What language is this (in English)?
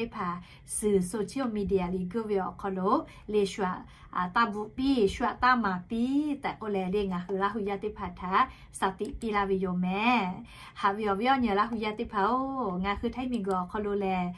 Lahu